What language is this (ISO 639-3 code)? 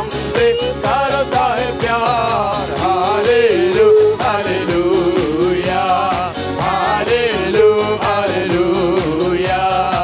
mal